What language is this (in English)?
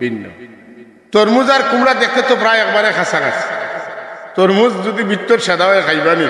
Sylheti